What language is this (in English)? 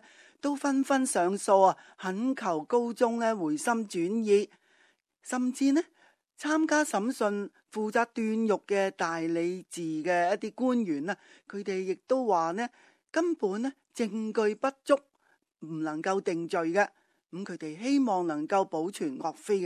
Cantonese